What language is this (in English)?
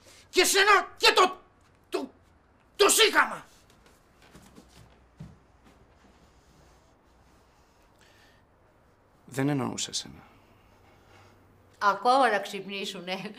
Greek